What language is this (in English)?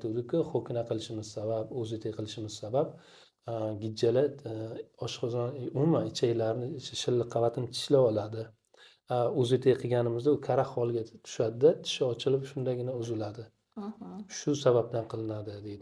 Uzbek